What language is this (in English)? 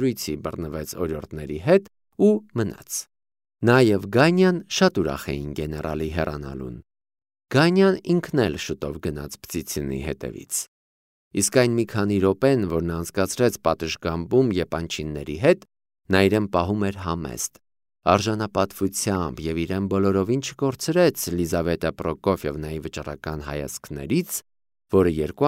Armenian